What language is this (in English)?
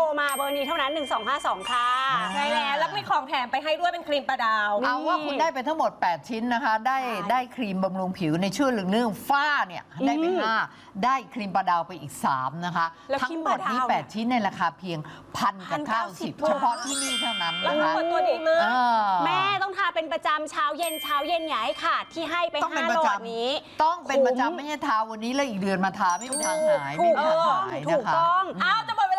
Thai